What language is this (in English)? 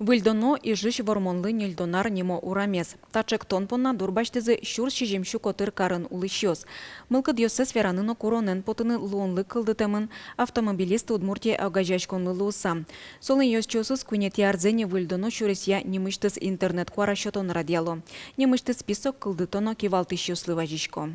Udmurt